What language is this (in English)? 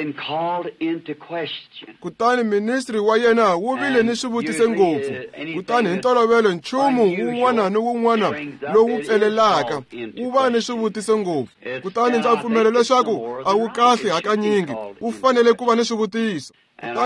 Tsonga